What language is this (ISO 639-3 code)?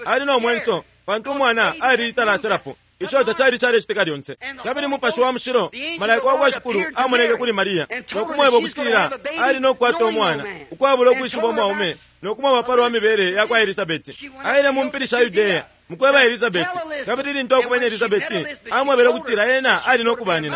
bem